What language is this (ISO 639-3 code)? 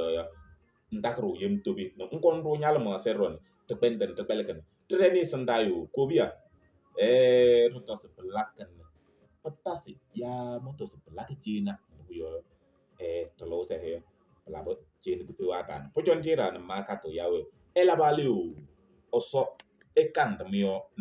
kbp